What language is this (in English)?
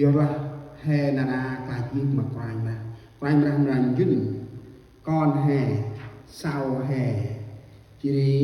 Central Mnong